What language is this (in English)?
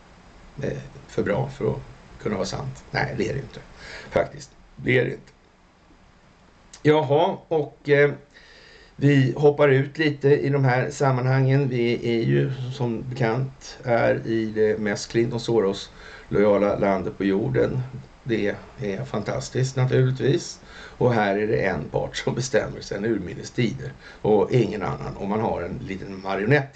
Swedish